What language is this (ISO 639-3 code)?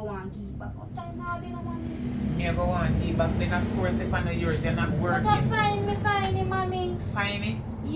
jam